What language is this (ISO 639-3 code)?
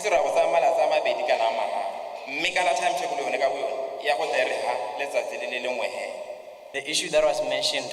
tsn